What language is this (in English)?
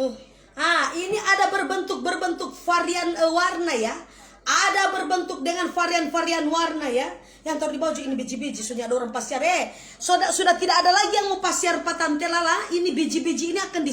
Manado Malay